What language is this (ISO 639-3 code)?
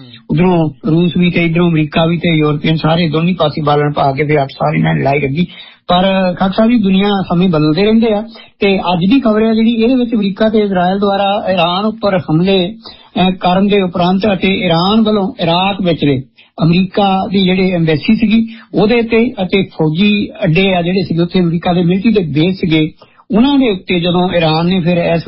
pan